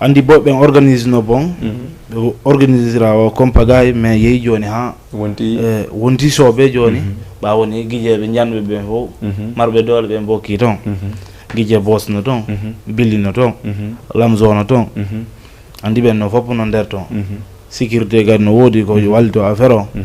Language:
Fula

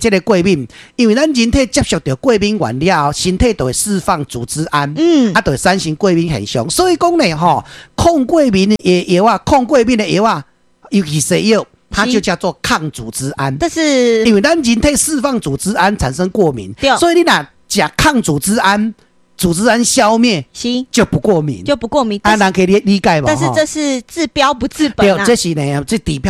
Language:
Min Nan Chinese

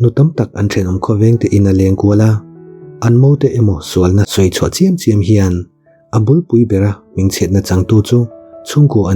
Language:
Mizo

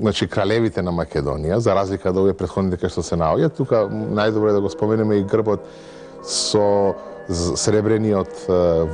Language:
Macedonian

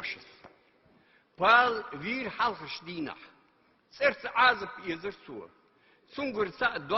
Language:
Ingush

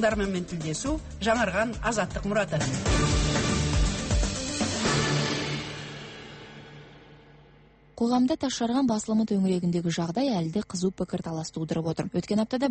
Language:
Kazakh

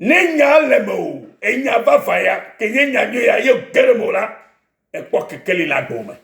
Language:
Ewe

